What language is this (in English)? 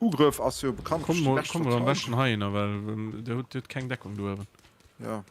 Luxembourgish